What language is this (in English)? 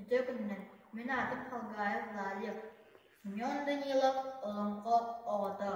Yakut